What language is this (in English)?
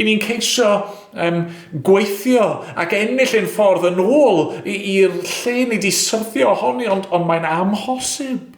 Welsh